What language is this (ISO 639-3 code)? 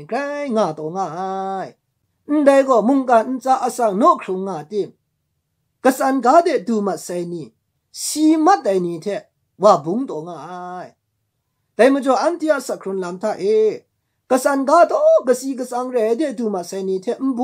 kac